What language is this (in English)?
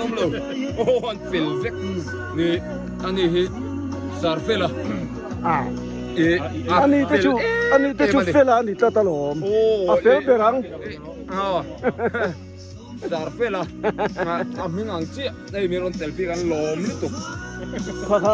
Biete